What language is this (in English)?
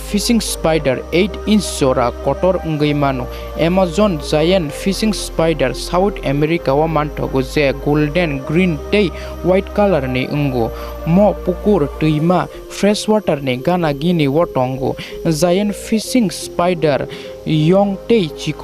Kok Borok